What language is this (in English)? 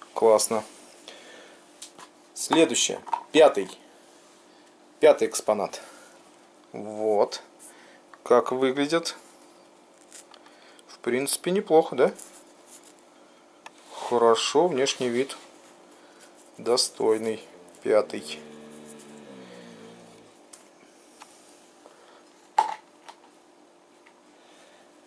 Russian